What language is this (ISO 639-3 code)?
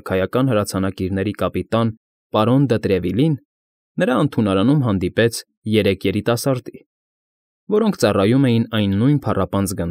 hye